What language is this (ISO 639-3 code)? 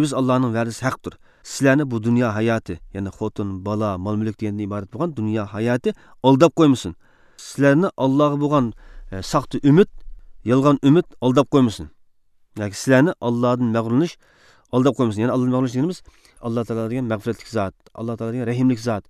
uig